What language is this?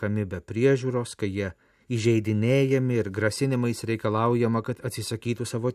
Lithuanian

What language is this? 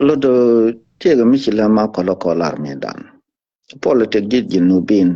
Nuer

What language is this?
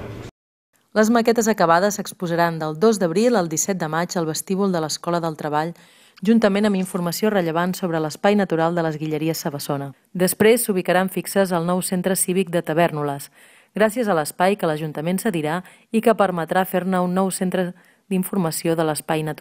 Catalan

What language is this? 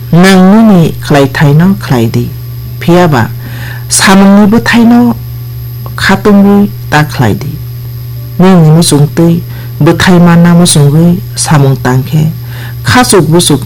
Kok Borok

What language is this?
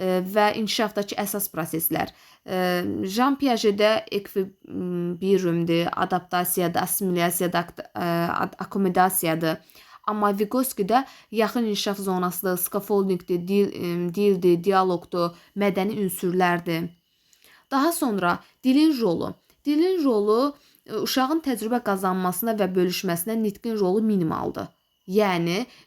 Azerbaijani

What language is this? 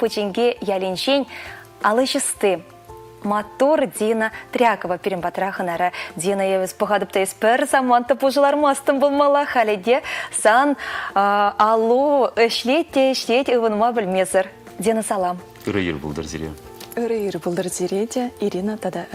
Chuvash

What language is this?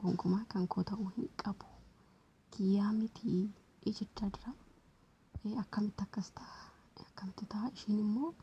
Oromo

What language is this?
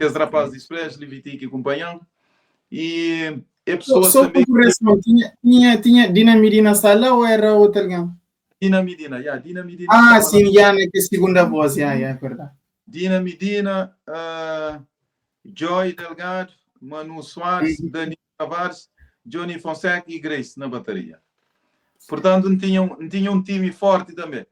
Kabuverdianu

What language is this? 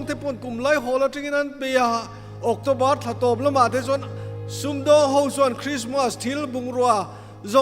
Mizo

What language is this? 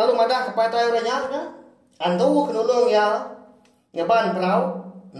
Iban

